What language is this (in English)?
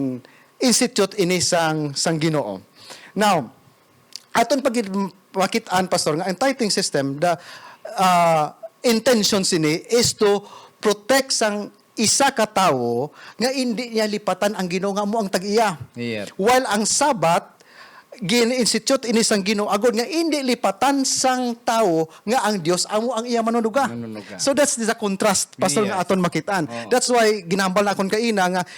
Hiligaynon